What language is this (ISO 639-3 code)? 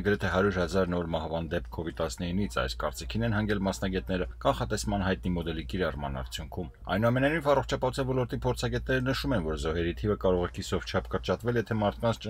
hye